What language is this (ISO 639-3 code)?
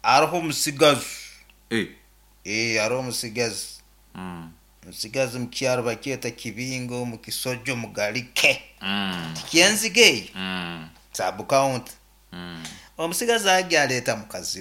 nyo